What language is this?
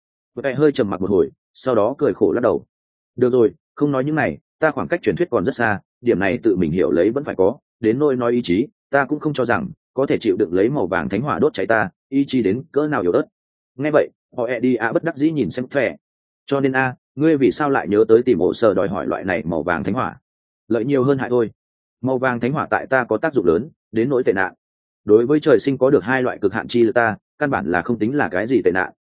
Vietnamese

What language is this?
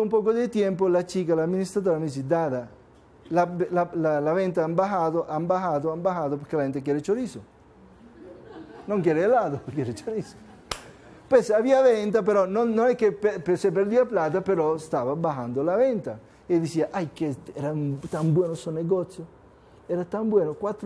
Spanish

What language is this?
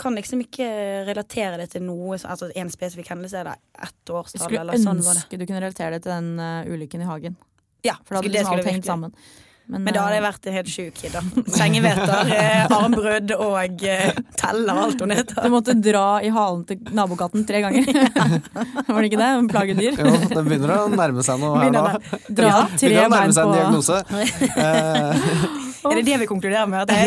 Norwegian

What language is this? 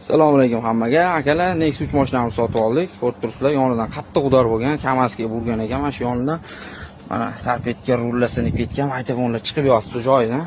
Uzbek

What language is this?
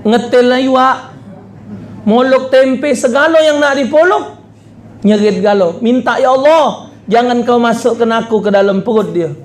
Musi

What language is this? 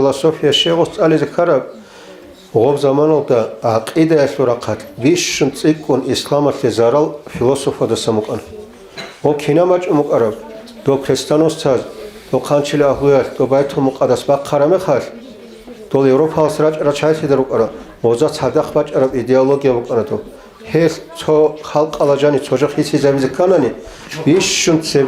Avaric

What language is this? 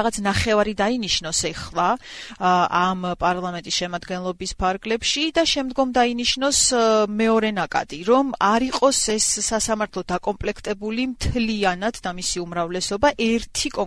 Georgian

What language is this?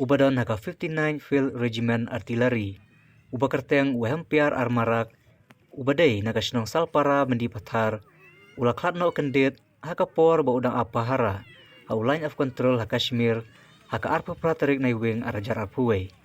Khasi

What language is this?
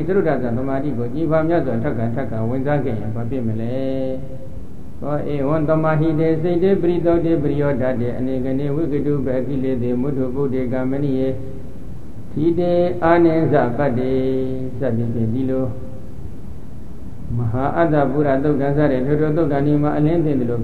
Burmese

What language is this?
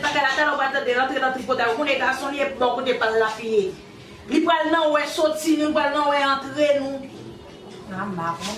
Haitian Creole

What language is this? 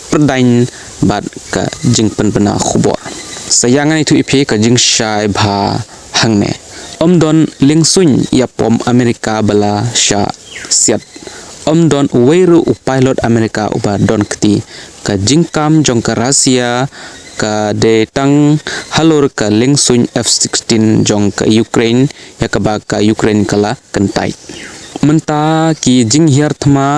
Khasi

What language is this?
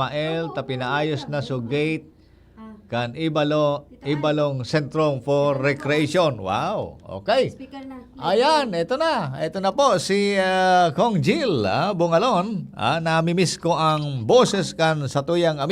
Bikol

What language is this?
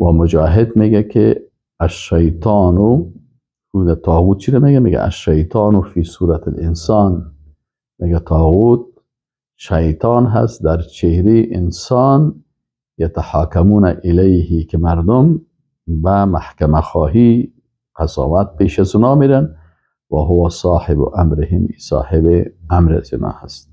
Persian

